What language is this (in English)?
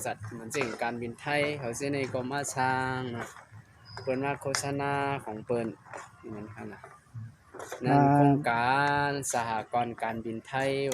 Shan